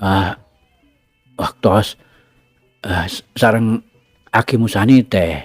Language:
Sundanese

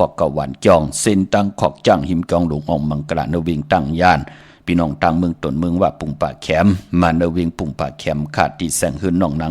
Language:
Shan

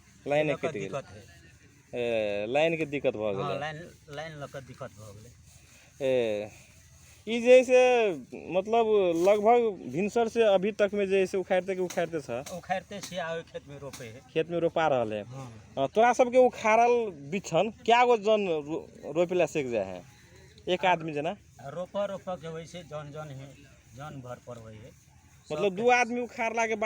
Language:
Magahi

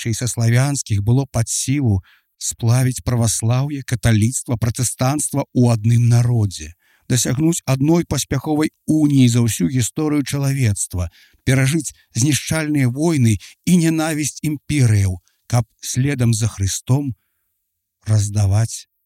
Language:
Belarusian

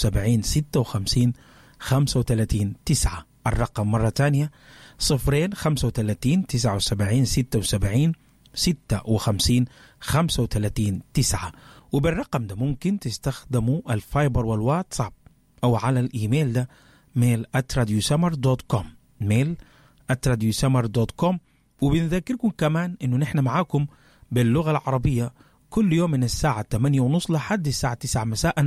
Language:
Sudanese Arabic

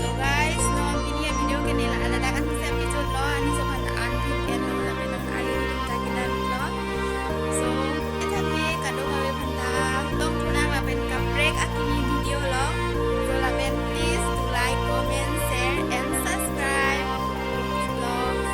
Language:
Karbi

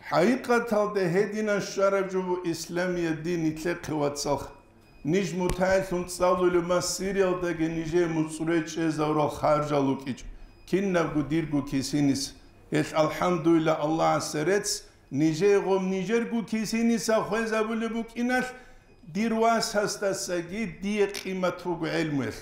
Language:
Avaric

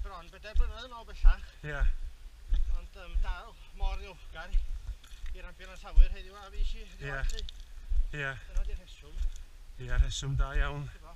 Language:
Welsh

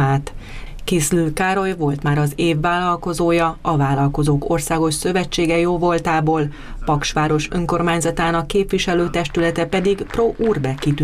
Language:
Hungarian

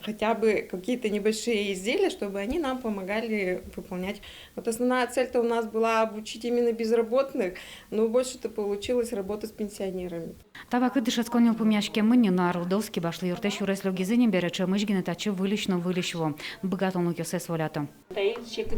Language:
Udmurt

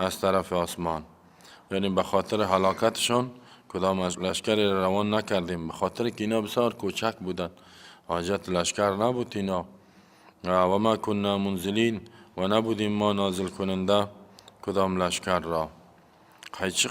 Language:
Persian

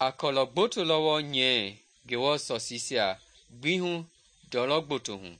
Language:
Mende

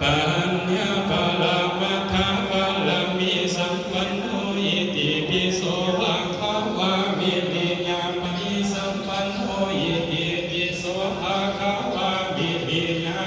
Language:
Pali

